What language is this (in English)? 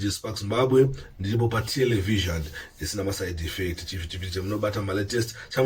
Shona